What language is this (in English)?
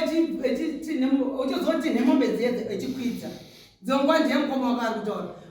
Shona